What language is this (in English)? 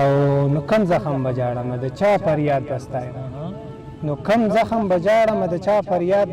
Pashto